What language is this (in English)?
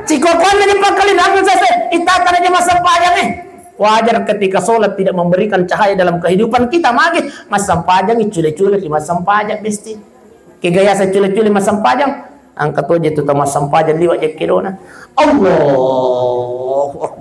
Buginese